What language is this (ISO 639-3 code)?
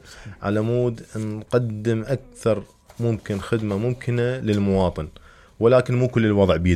acm